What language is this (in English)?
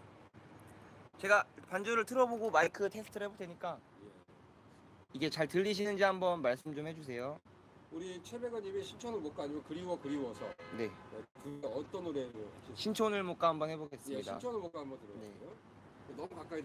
Korean